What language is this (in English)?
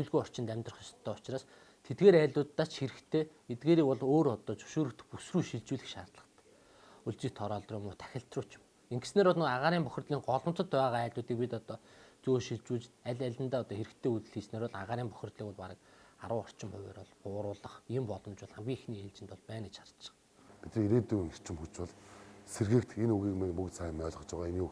Mongolian